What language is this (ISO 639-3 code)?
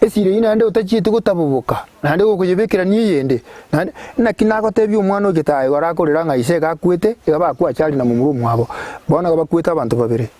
guz